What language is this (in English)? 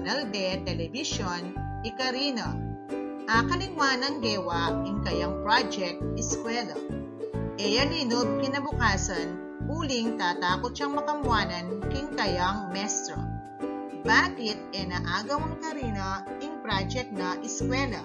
Pampanga